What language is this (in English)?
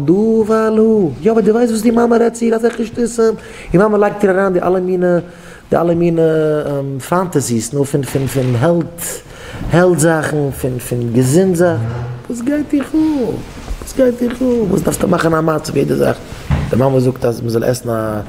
Yiddish